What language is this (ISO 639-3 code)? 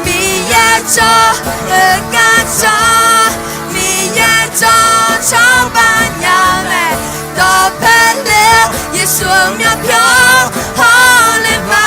ahk